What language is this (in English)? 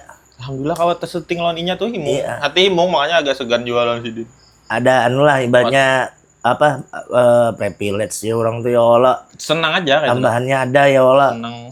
Banjar